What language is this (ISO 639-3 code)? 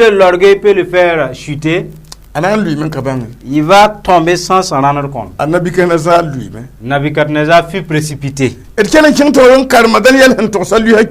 mos